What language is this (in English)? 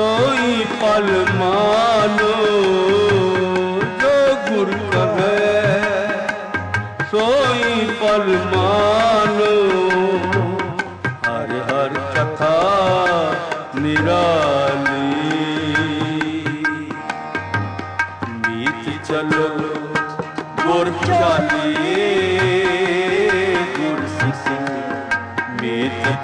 Punjabi